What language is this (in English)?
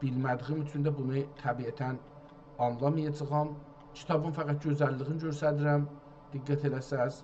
South Azerbaijani